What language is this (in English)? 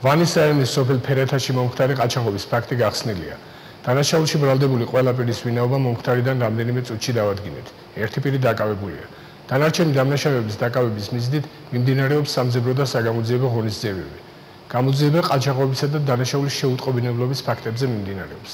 Georgian